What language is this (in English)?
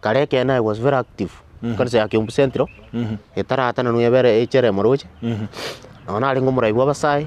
Gusii